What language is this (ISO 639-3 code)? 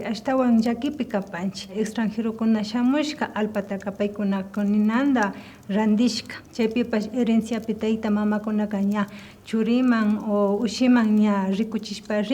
qvi